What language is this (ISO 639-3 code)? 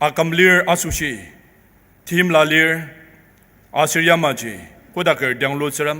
njo